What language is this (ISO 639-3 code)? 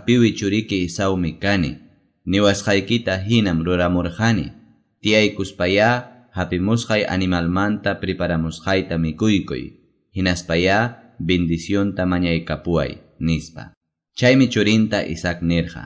que